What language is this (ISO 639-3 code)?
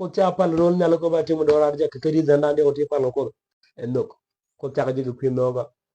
nus